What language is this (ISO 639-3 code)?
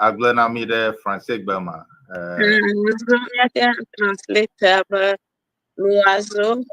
ewe